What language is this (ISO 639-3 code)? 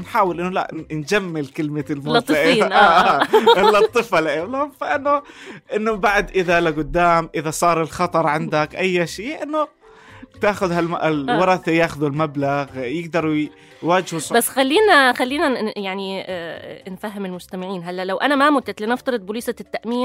apc